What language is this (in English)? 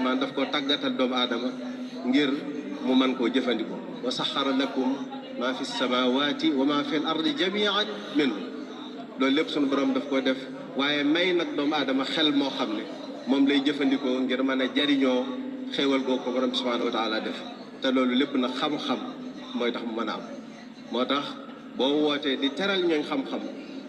Wolof